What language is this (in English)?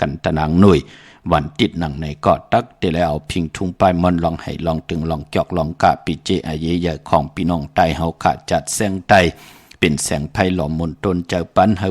Shan